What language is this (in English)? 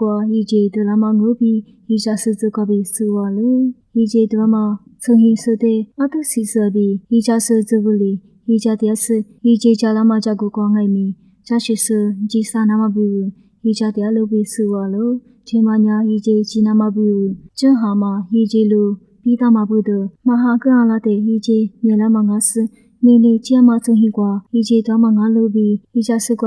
Lisu